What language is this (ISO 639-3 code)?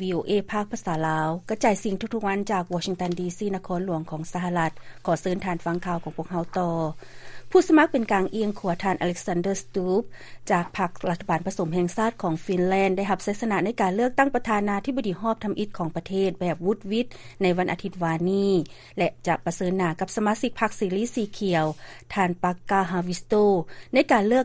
lao